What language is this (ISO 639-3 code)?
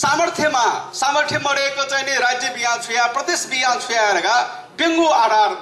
new